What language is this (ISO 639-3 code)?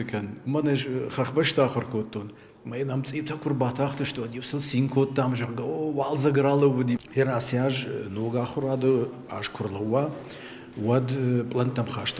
oss